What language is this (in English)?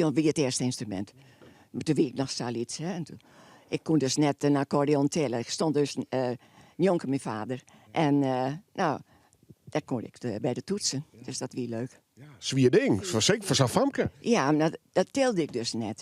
Western Frisian